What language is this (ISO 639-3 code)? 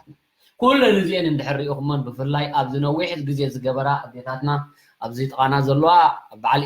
tir